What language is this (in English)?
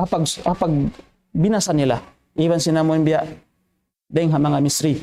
Tausug